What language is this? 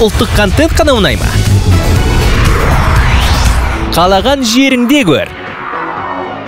Kazakh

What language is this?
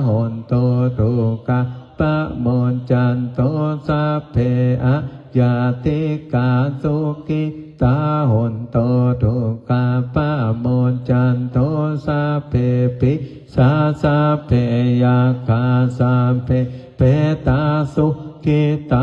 Pali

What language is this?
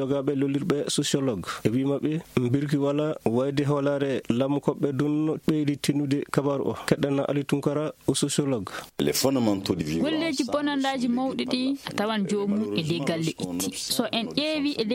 Fula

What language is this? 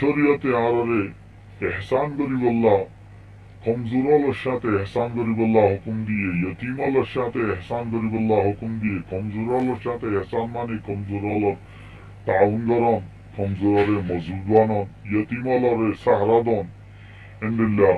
Rohingya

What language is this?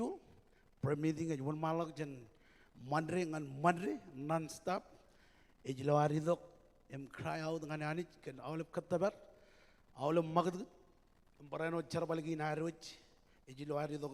Marshallese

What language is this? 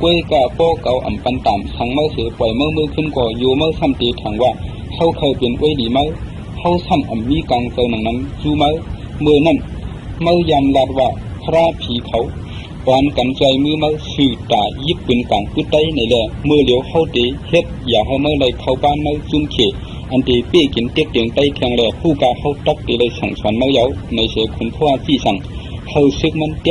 Shan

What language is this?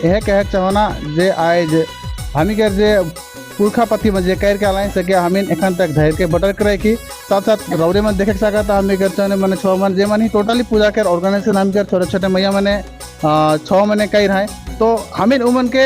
Sadri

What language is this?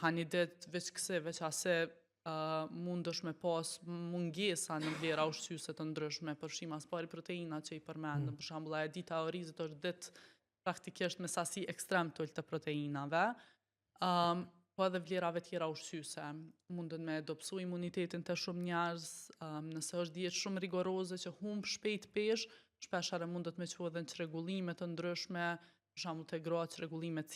Albanian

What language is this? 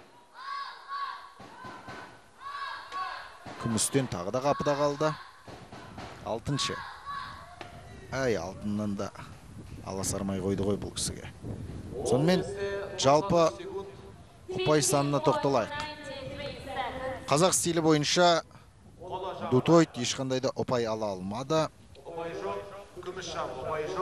Kazakh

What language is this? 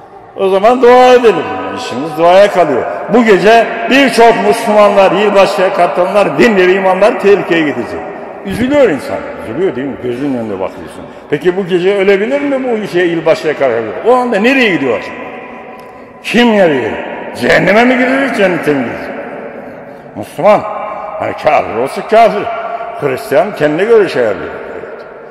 Turkish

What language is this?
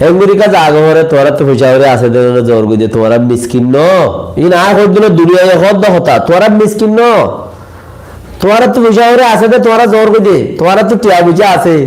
Rohingya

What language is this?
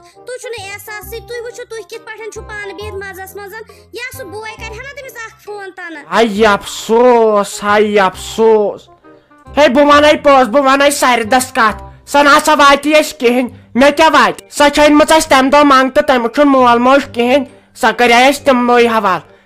Kashmiri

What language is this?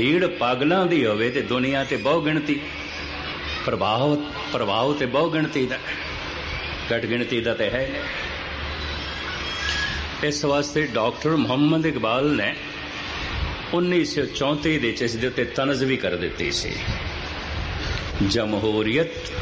Punjabi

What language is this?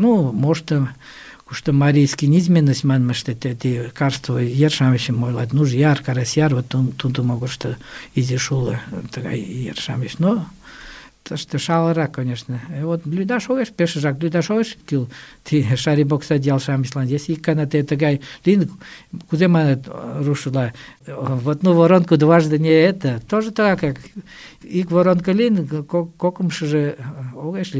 Mari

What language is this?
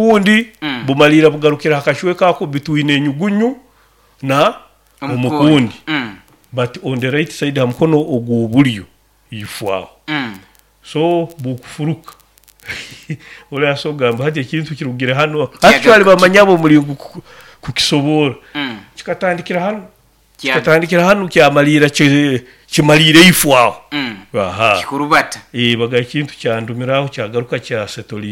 Nyoro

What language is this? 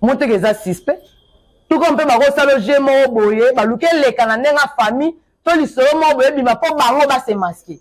Lingala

